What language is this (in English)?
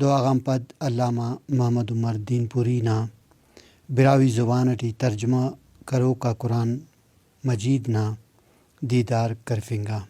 Brahui